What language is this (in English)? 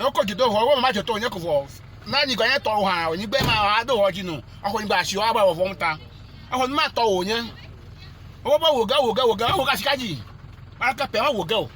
Ewe